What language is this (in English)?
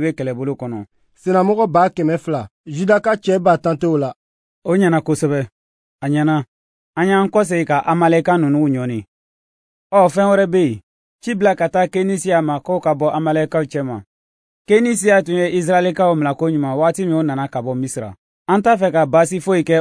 Bambara